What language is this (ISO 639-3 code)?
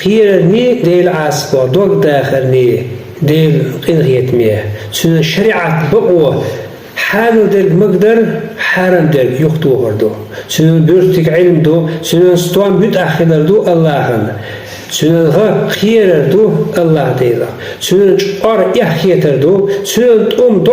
che